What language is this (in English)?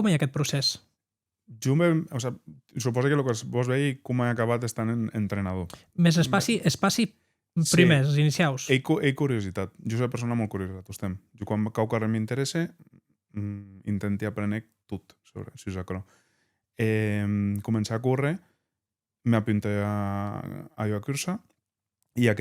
Occitan